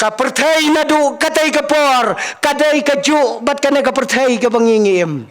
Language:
Khasi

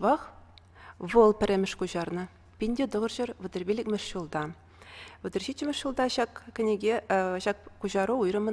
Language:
Chuvash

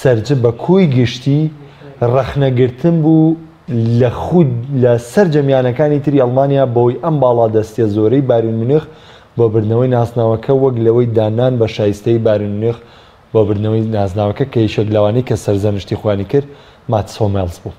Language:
Central Kurdish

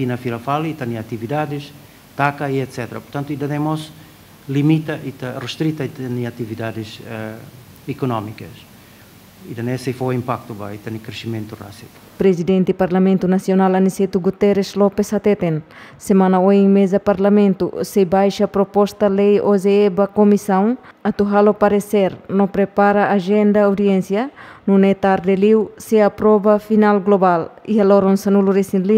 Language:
Tetum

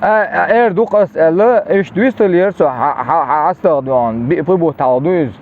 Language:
Chechen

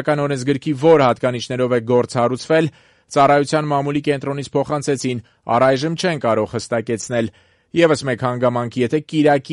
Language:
Armenian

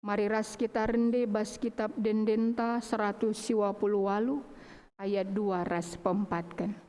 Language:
Batak Karo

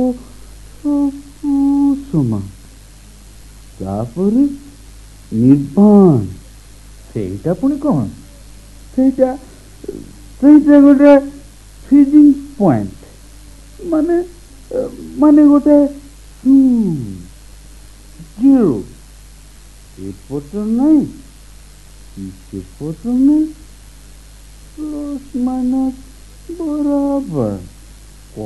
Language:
Odia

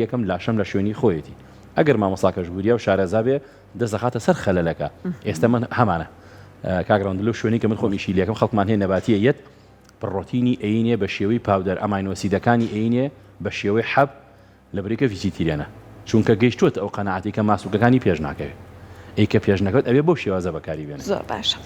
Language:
Central Kurdish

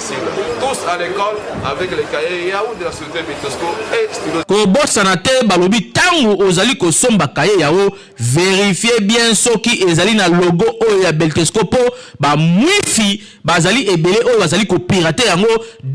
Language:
Lingala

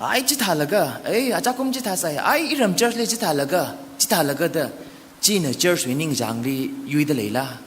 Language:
Tangkhul Naga (India)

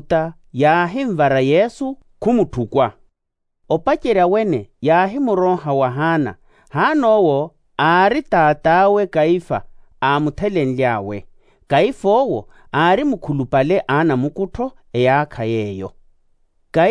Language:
Makhuwa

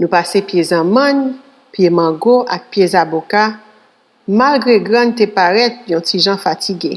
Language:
Haitian Creole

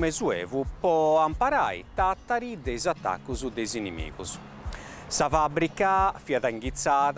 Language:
Sardinian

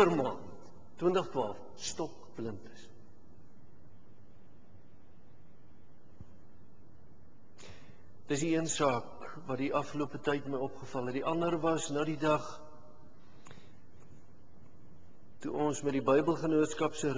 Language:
Afrikaans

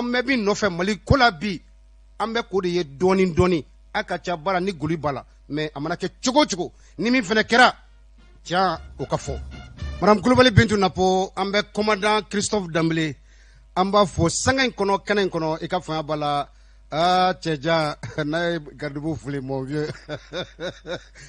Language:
Bambara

